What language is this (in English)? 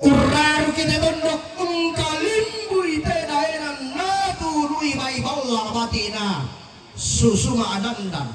Toraja-Sa'dan